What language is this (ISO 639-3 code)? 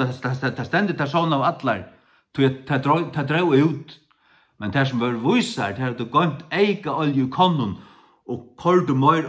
fao